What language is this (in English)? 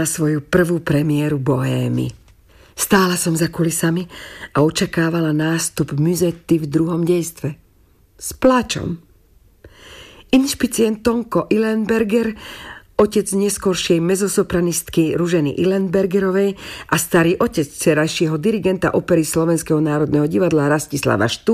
Slovak